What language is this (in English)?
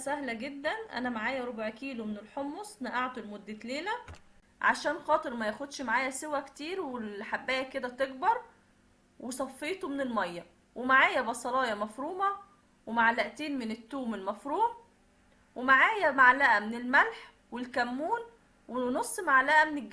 Egyptian Arabic